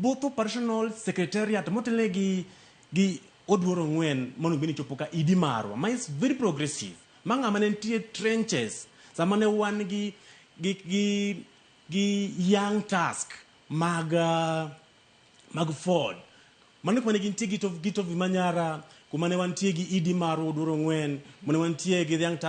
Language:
Luo (Kenya and Tanzania)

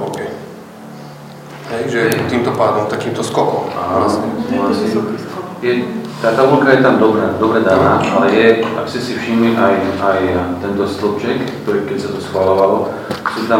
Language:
Slovak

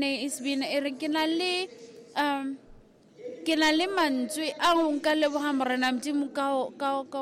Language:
Southern Sotho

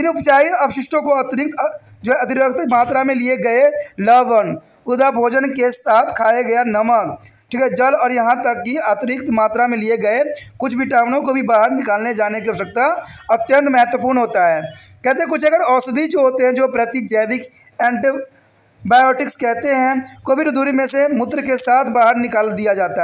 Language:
Hindi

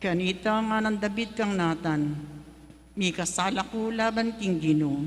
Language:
Pampanga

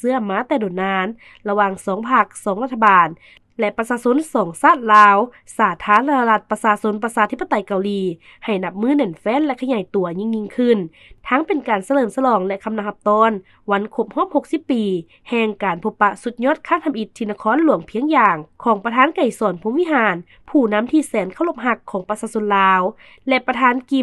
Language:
Lao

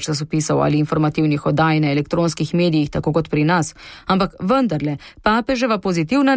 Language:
Slovenian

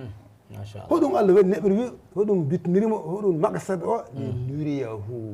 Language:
Fula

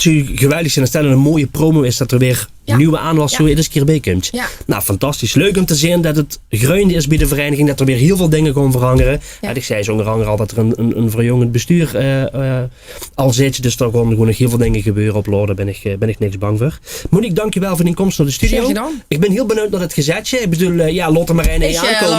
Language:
Limburgish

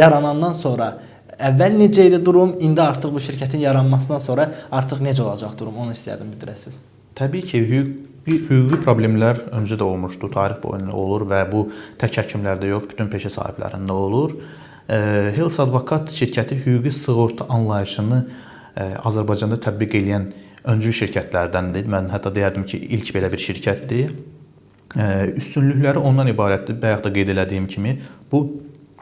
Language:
Azerbaijani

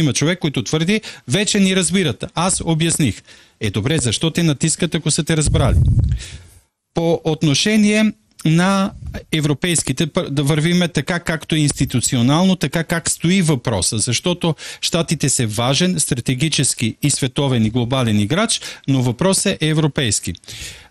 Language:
Bulgarian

